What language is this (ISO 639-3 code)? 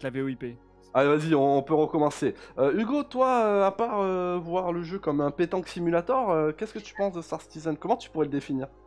fra